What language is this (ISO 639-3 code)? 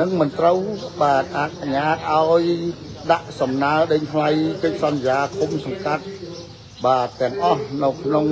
khm